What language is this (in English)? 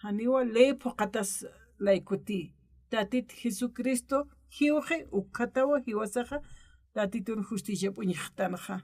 Aymara